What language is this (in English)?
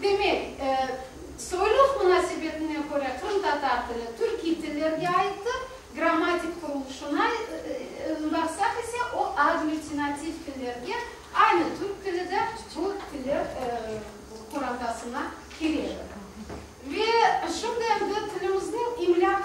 Crimean Tatar